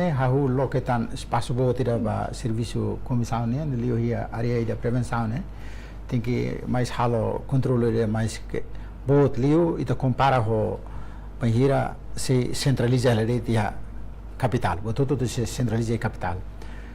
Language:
Tetum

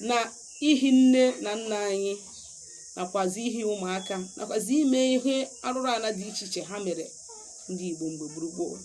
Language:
Igbo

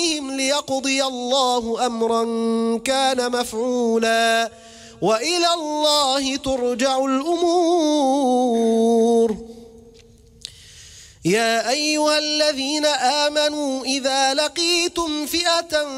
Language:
Arabic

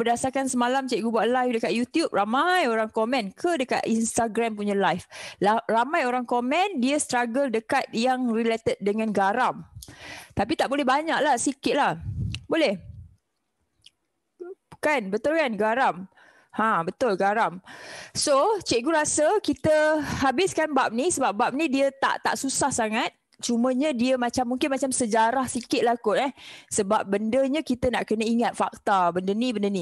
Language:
Malay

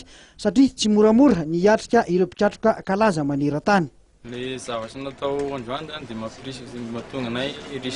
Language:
Malagasy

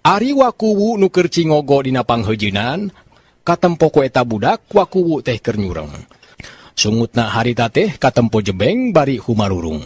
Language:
Sundanese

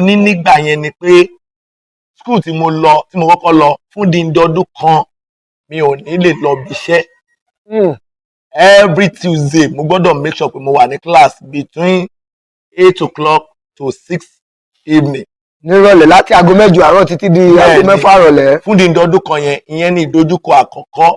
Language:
Yoruba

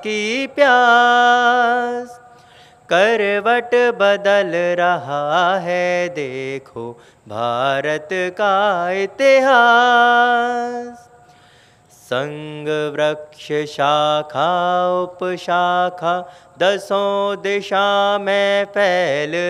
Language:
Hindi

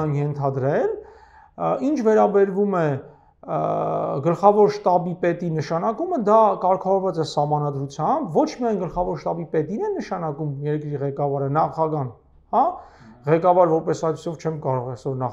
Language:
Armenian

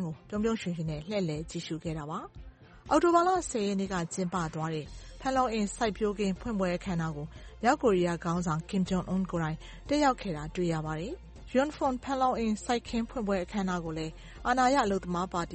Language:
Burmese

